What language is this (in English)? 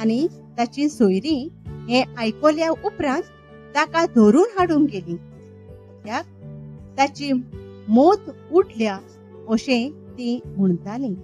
Konkani